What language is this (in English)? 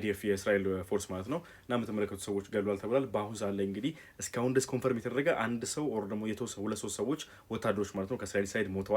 Amharic